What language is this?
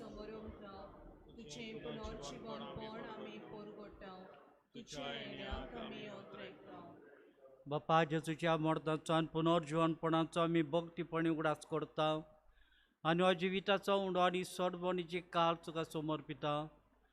Konkani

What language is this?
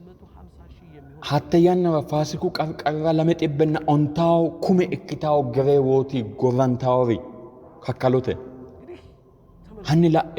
Sidamo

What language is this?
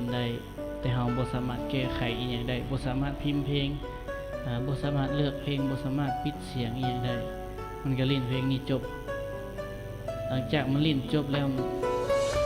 Lao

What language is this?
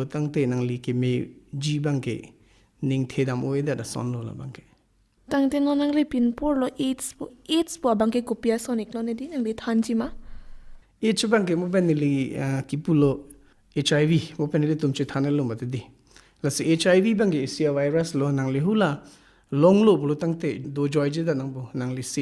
Karbi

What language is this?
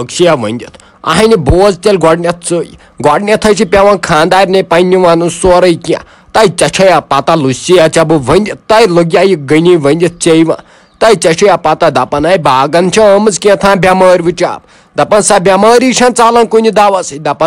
Kashmiri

